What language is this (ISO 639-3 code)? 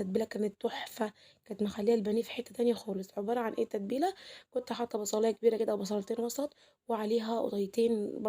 arz